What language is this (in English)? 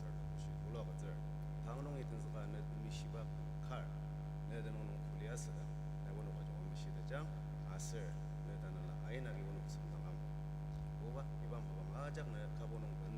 Ao Naga